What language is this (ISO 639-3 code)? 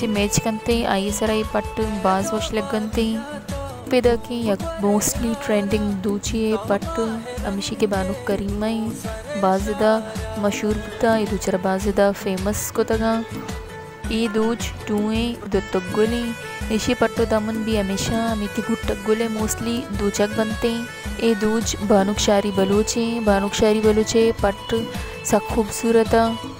bal